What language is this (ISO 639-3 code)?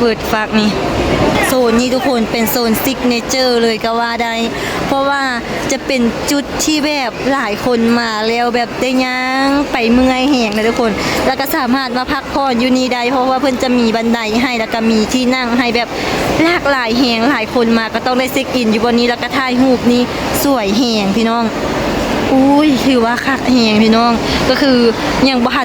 lao